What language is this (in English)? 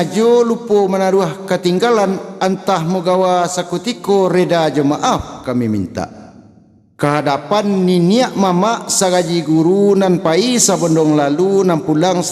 Minangkabau